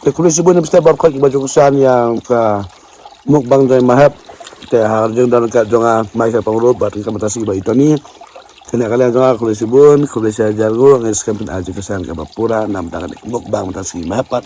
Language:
Khasi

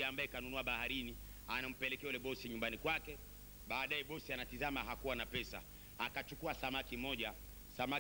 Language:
Swahili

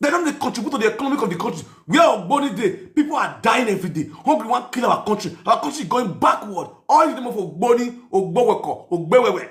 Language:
Nigerian Pidgin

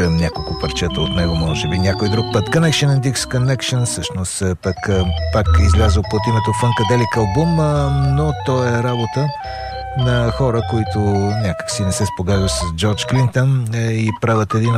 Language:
Bulgarian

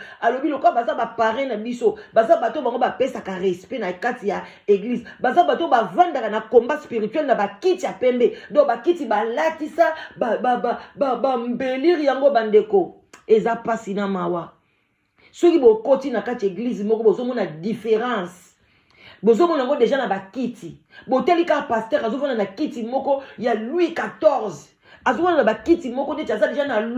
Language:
Lingala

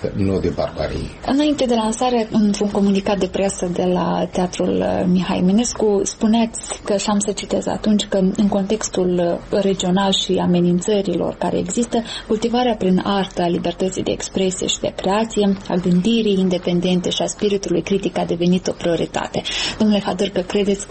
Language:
Romanian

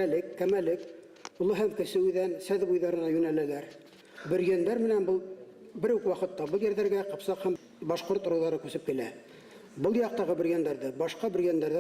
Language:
Bashkir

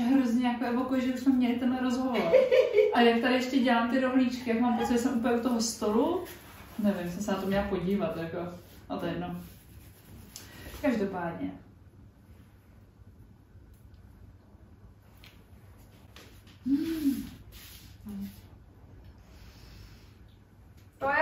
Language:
Czech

